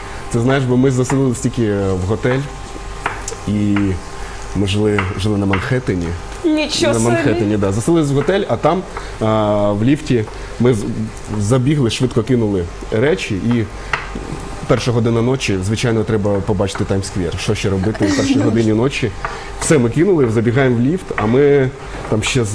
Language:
Ukrainian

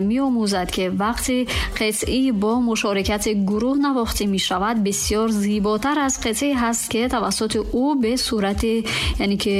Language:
Tajik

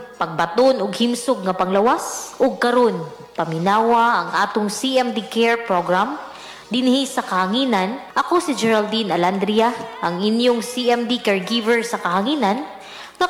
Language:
Cebuano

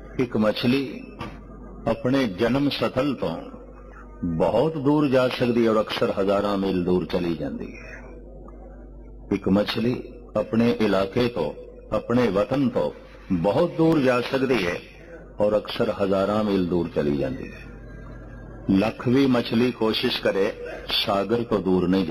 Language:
Punjabi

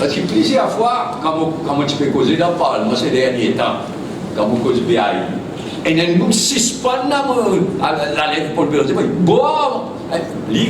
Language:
Morisyen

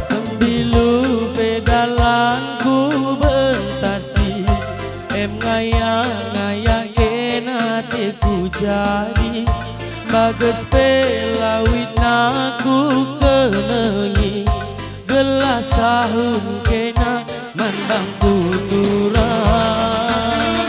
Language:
Batak Karo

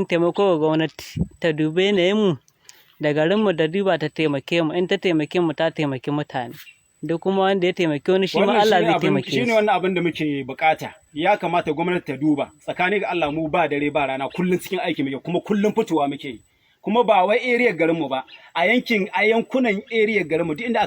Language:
Hausa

